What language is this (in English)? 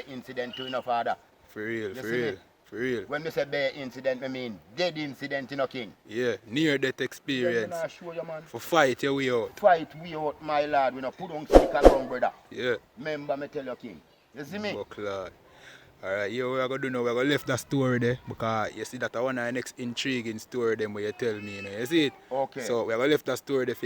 Jamaican Creole English